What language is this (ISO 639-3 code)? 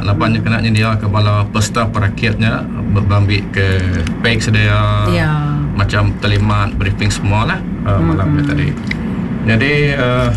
iba